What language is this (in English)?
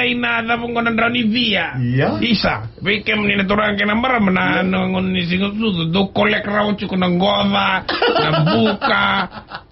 Fijian